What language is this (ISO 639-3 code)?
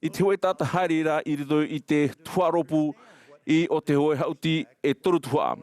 tah